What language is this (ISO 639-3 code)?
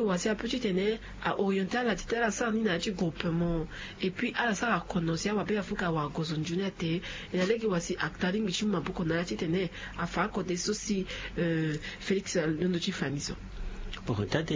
sag